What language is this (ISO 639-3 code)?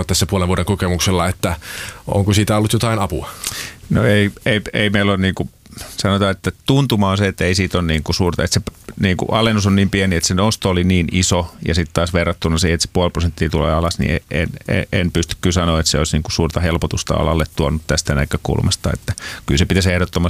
fin